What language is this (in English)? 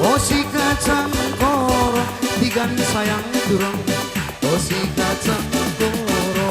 Batak Karo